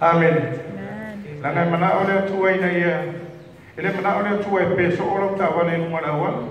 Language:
Samoan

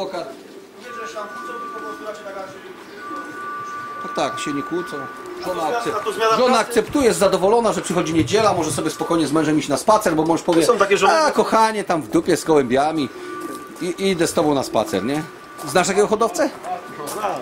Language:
Polish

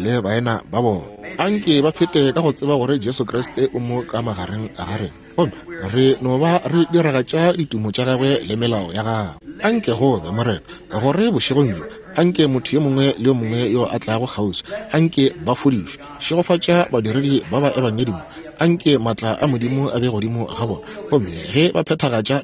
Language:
Northern Sotho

